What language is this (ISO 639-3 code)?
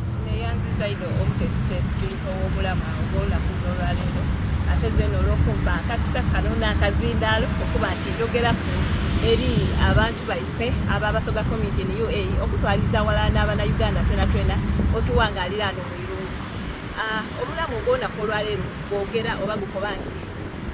xog